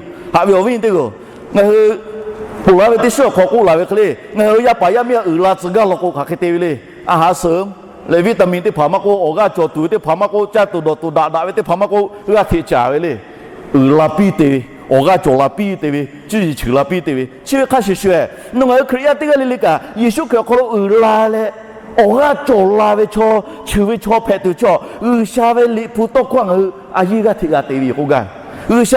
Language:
Lahu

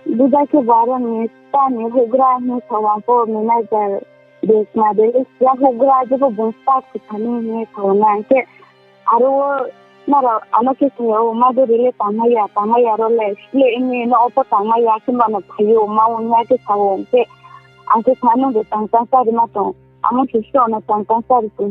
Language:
Riang (India)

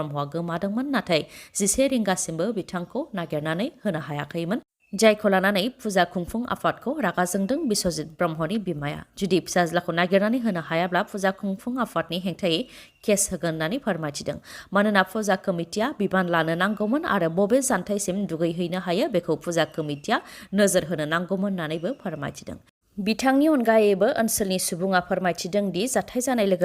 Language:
Bodo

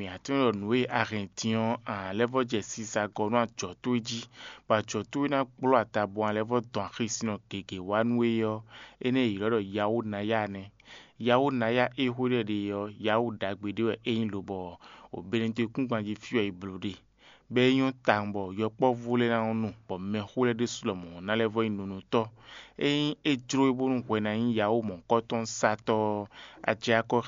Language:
Fon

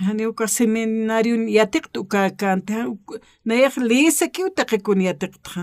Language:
Aymara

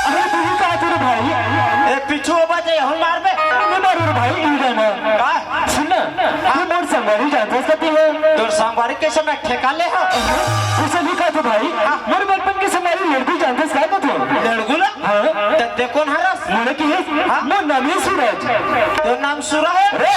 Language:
Chhattisgarhi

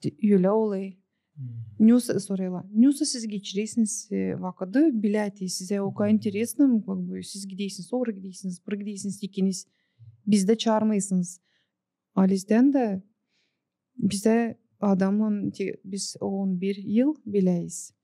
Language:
Gagauz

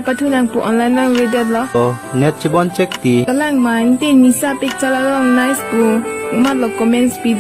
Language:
Karbi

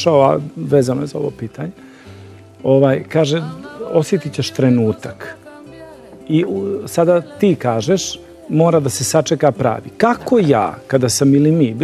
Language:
Serbian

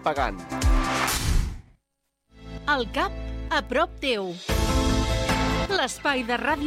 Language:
Catalan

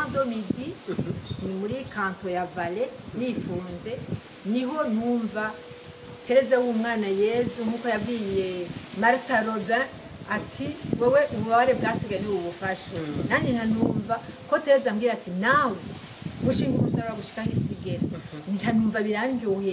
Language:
Rundi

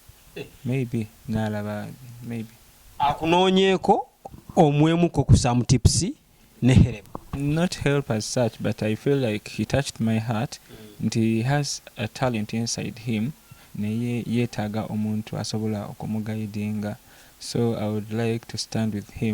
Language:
Ganda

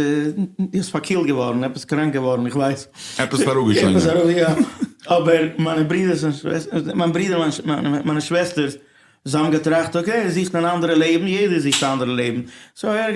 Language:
Yiddish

